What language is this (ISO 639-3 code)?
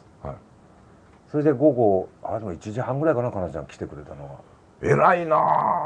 jpn